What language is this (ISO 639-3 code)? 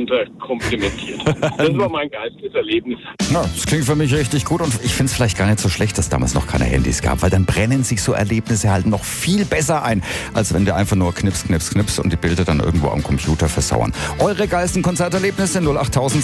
deu